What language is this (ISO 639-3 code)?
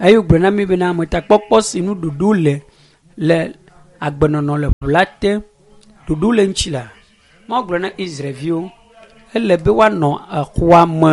ewe